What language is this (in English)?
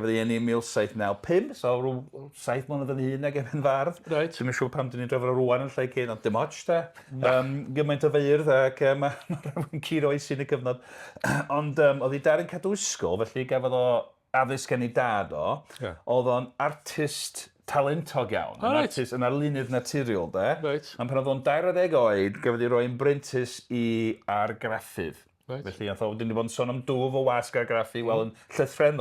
Welsh